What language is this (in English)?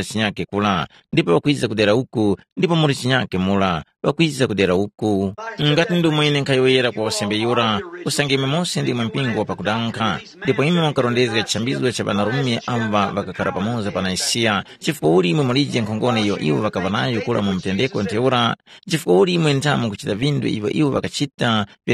Tumbuka